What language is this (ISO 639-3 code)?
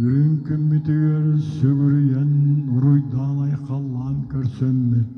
sah